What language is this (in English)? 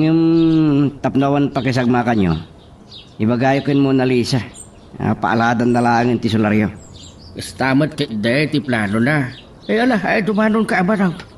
Iloko